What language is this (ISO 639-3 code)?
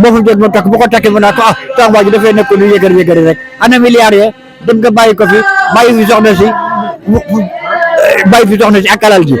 wol